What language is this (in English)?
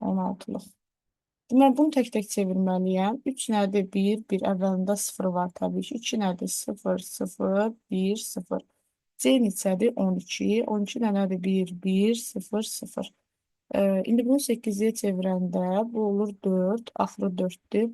Azerbaijani